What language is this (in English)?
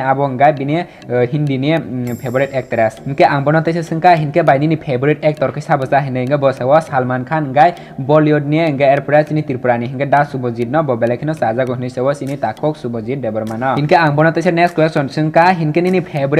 Kok Borok